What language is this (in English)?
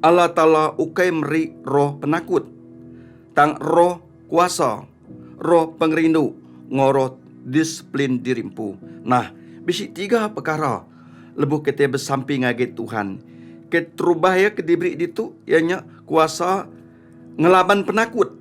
Iban